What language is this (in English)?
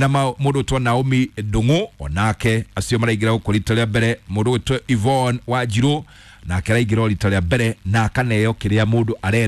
Kikuyu